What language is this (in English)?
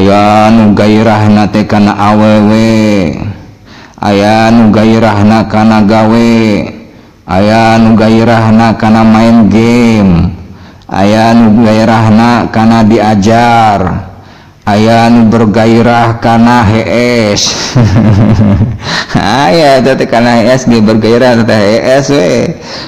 Sundanese